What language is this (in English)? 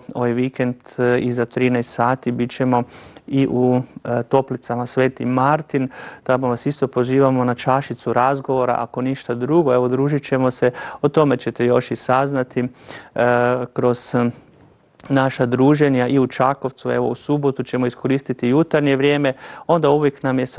Croatian